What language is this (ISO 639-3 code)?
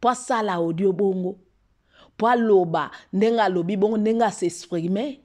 lin